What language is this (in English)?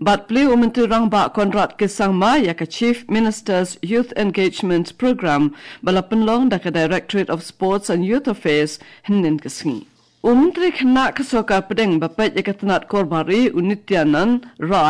Khasi